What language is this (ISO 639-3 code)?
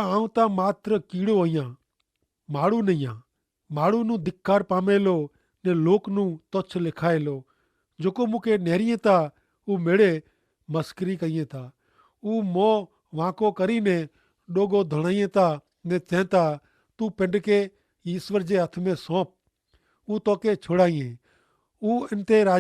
kfr